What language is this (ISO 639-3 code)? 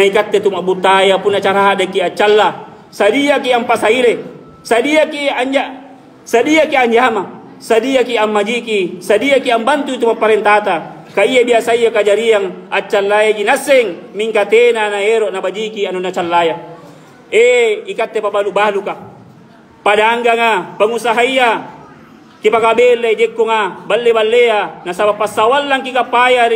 mak